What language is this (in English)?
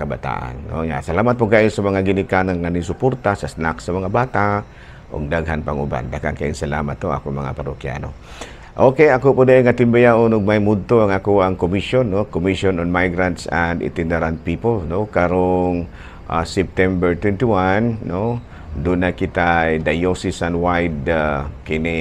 Cebuano